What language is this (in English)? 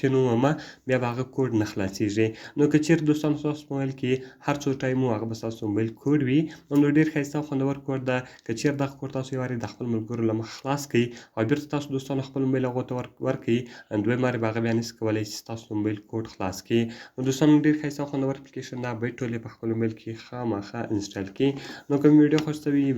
Pashto